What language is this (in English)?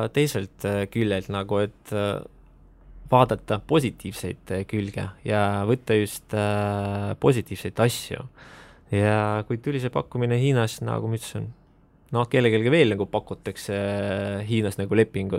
Estonian